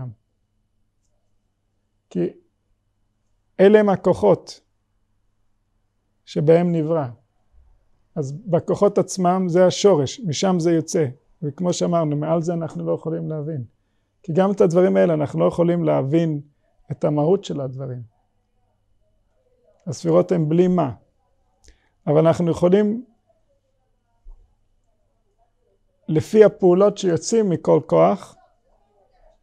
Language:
Hebrew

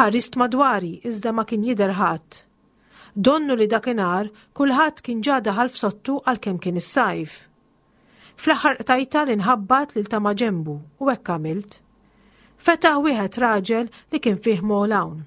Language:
Maltese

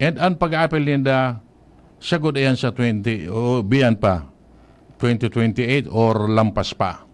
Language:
Bikol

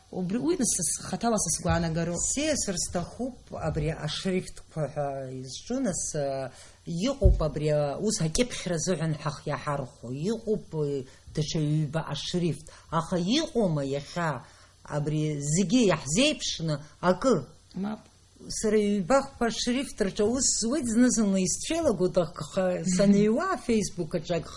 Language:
Abkhazian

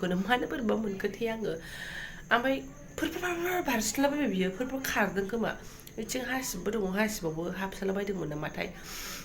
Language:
Bodo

